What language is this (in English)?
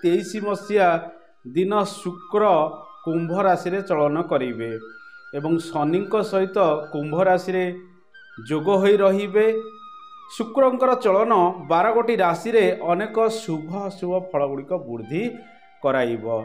Odia